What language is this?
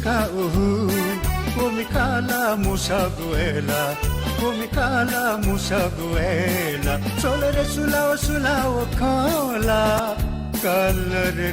Newari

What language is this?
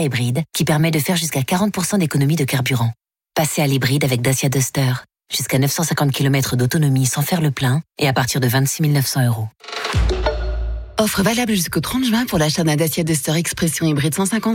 French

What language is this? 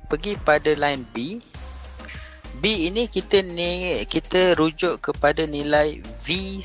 Malay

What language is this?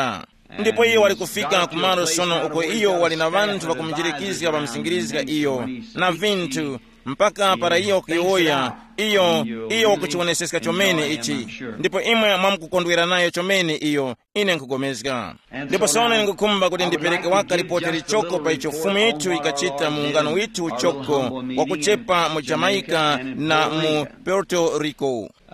Tumbuka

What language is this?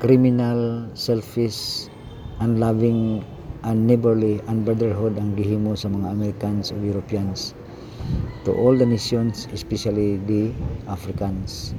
Cebuano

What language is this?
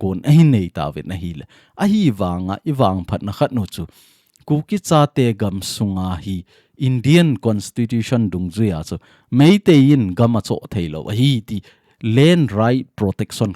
Thado Chin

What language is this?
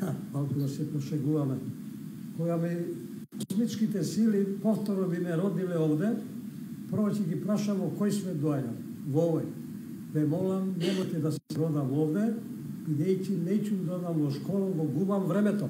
Macedonian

